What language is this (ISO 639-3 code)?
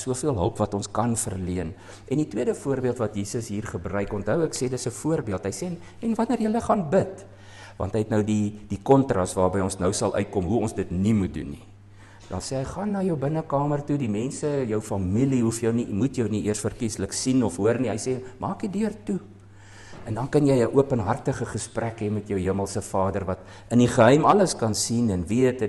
afr